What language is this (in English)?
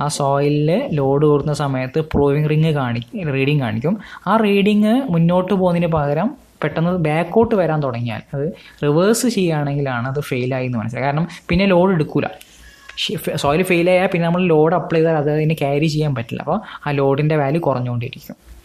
Malayalam